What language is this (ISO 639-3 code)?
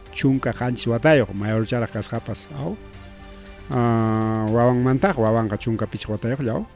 quy